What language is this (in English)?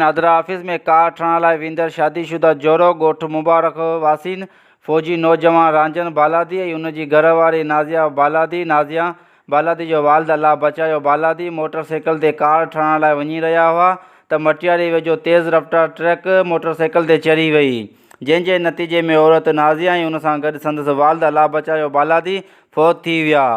Sindhi